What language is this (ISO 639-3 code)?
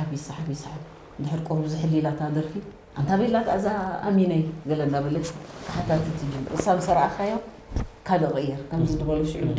tir